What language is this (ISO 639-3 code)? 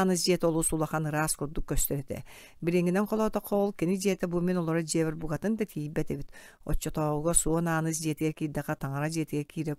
sah